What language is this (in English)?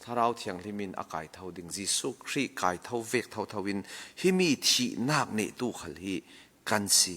Falam Chin